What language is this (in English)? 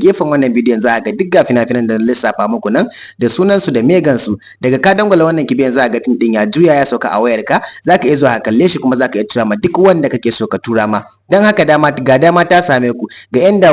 Hausa